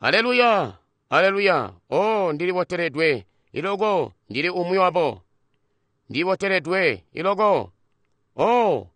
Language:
Tonga (Zambia)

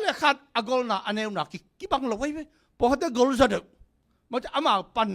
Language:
Tedim Chin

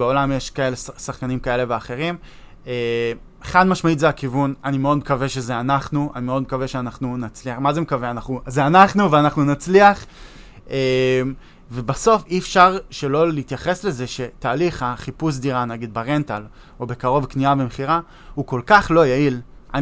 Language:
Hebrew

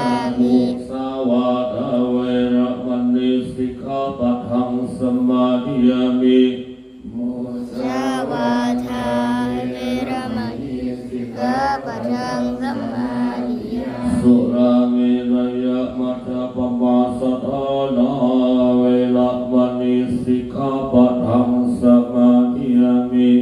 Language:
Pali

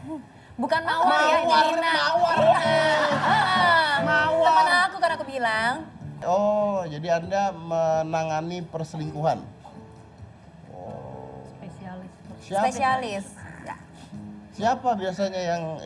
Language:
Indonesian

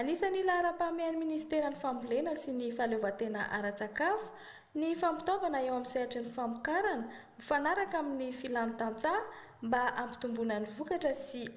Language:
Malagasy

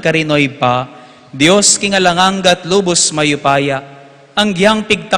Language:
Pampanga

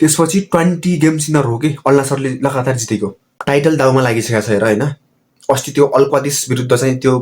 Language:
Nepali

